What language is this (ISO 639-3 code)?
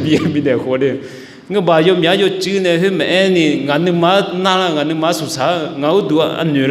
ahk